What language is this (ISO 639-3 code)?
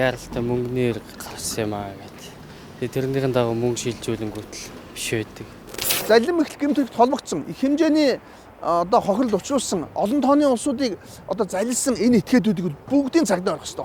mon